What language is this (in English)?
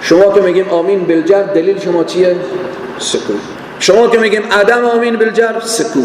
Persian